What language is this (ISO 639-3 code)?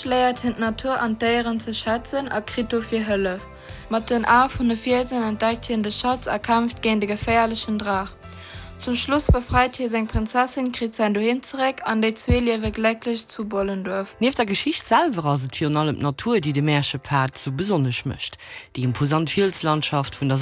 ltz